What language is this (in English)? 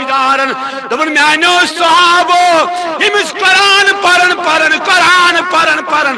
Kashmiri